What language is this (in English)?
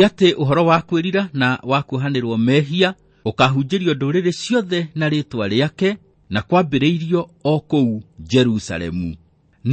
Kikuyu